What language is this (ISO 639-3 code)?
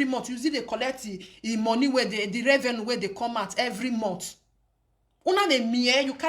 pcm